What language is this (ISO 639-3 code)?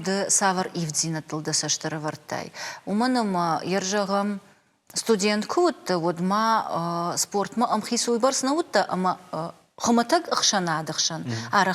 oss